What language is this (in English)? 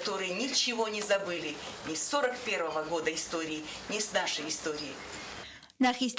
Ossetic